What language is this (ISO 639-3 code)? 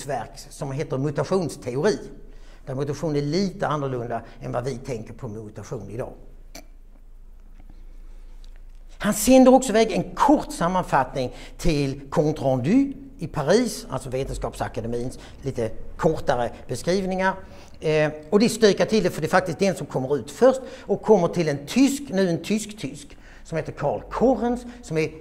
swe